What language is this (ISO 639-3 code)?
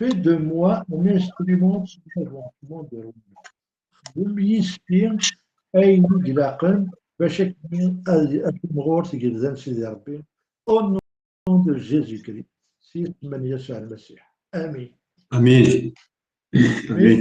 kab